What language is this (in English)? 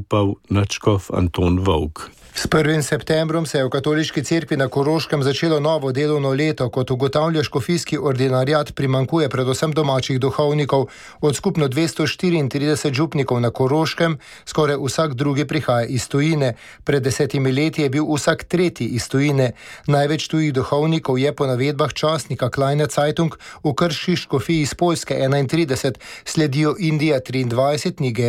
Slovenian